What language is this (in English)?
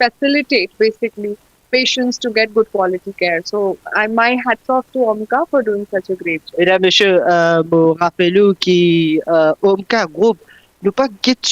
Morisyen